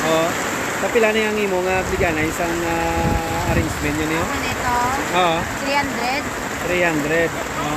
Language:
Hiligaynon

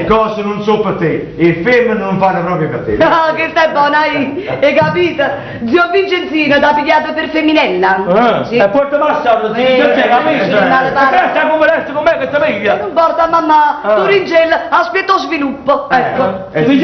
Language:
Neapolitan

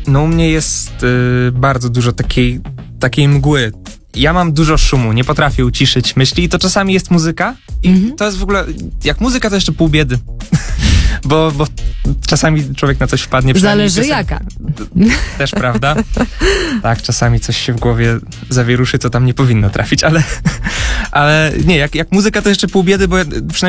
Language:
Polish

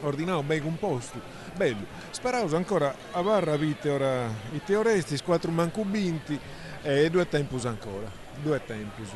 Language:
Sardinian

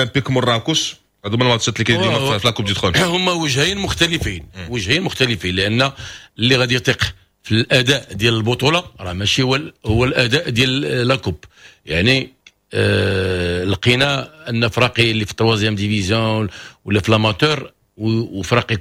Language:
Moroccan Arabic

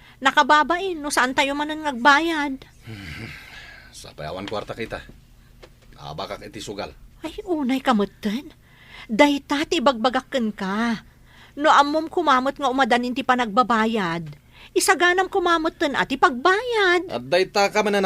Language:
Iloko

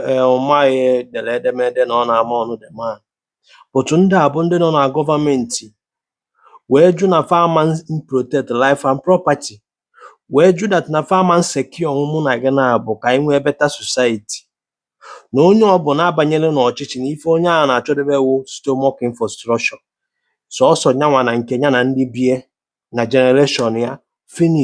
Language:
Igbo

